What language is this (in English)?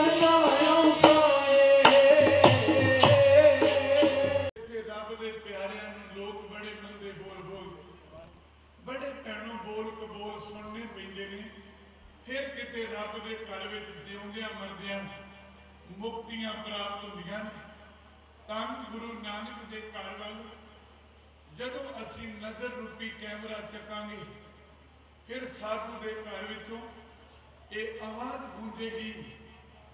Punjabi